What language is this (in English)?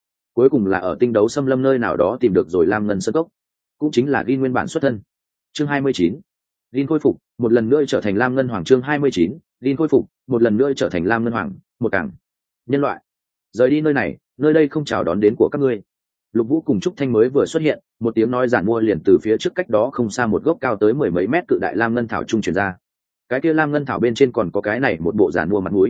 Vietnamese